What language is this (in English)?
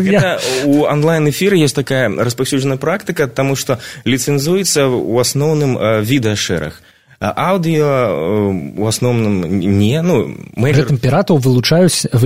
Belarusian